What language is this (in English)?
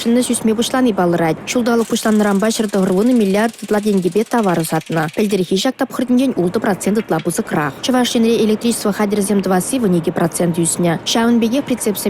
Chuvash